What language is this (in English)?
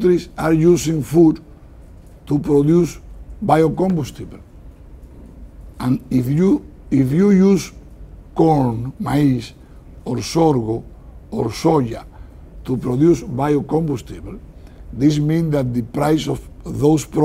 English